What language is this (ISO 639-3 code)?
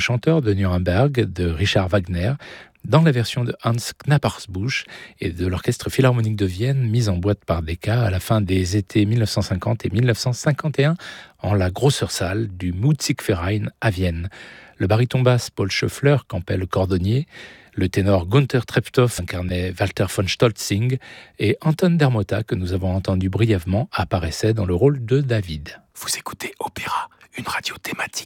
fra